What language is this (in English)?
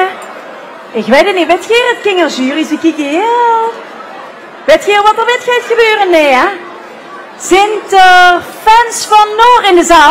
Limburgish